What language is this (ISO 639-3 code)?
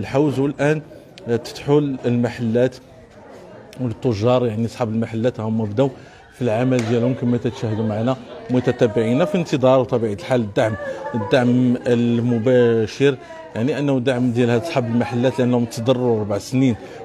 ary